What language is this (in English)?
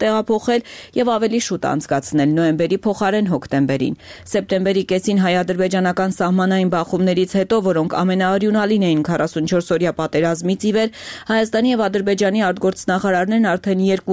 Armenian